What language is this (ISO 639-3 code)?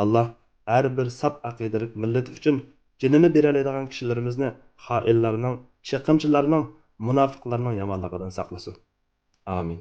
uig